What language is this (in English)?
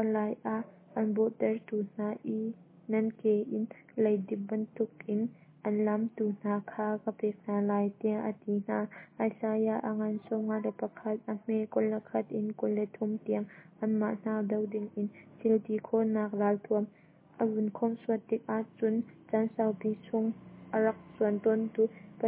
Hakha Chin